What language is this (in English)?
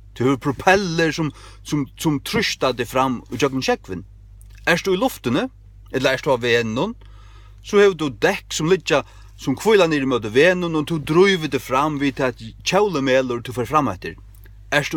Faroese